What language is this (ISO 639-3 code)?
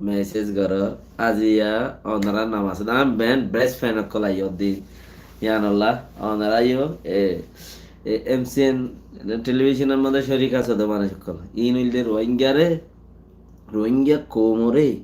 rhg